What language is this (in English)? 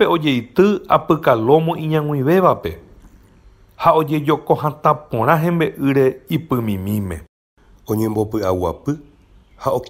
Guarani